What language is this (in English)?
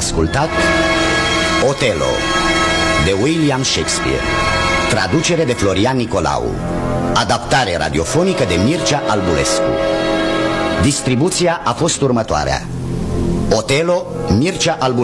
Romanian